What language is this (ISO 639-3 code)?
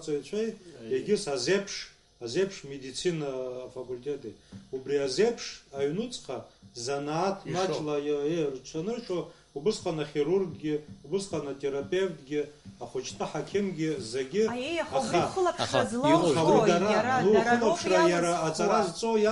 abk